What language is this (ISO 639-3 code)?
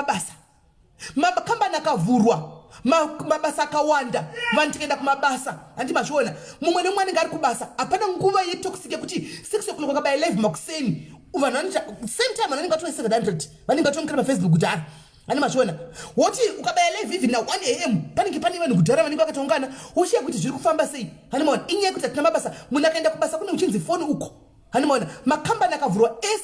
sna